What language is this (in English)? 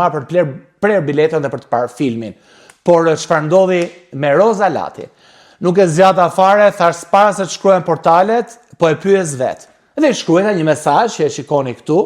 Albanian